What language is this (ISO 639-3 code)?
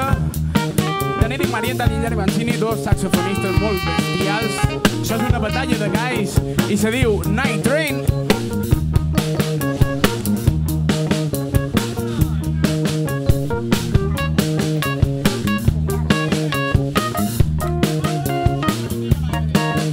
cat